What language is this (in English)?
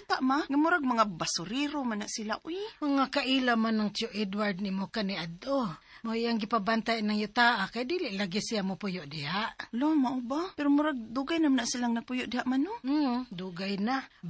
Cebuano